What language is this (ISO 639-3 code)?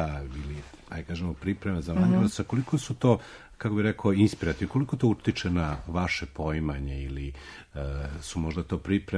srp